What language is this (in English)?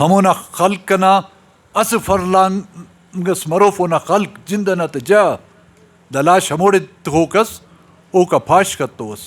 Brahui